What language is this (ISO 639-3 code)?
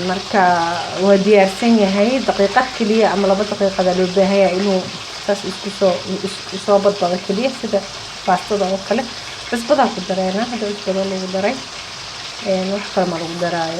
som